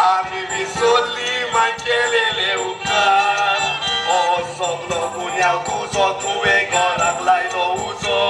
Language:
Konkani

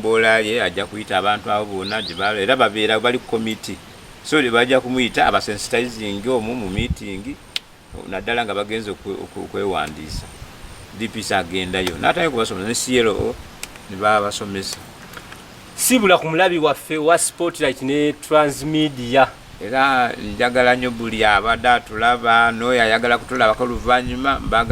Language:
Ganda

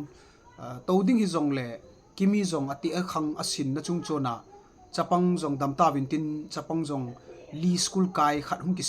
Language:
Thado Chin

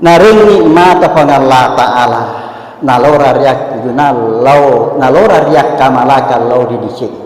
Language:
Buginese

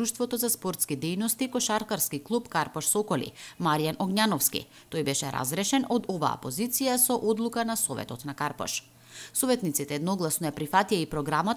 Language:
Macedonian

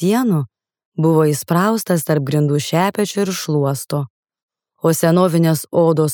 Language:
Lithuanian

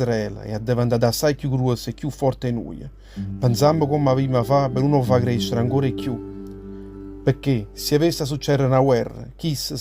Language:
Neapolitan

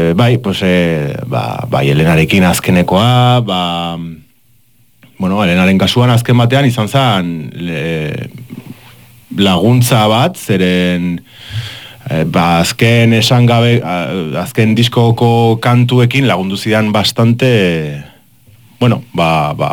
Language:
Basque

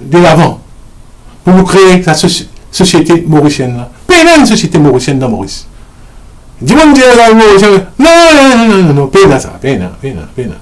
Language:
Morisyen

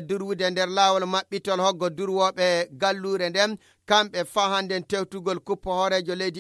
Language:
Fula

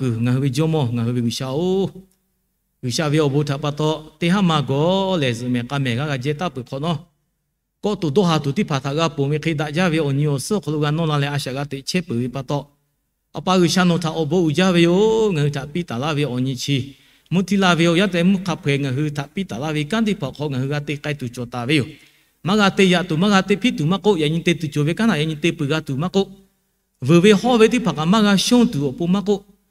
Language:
Lahu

